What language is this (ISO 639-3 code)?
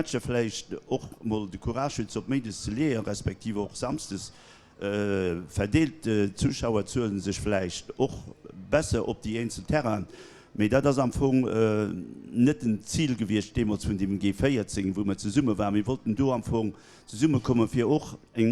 ltz